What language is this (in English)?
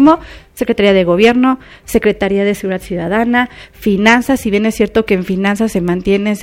Spanish